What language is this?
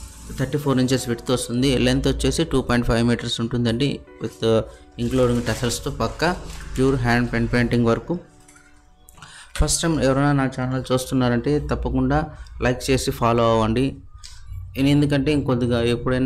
Telugu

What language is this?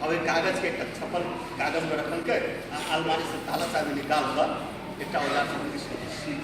Maithili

